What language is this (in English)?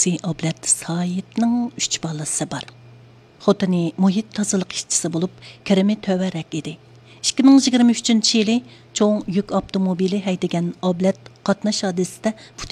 Uyghur